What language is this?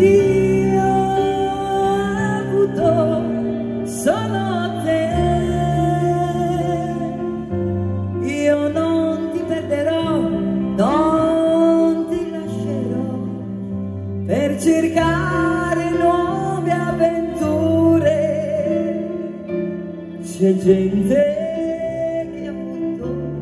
Italian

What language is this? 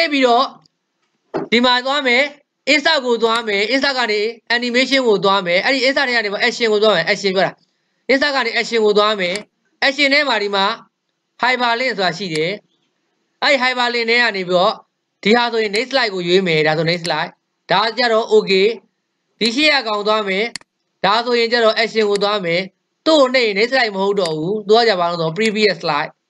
Burmese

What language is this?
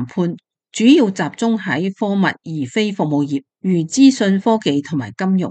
Cantonese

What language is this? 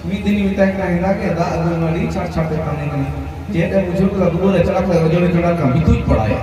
Santali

